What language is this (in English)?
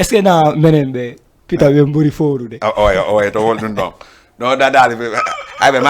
Fula